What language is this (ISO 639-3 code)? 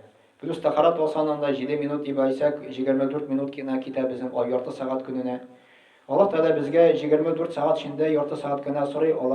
tat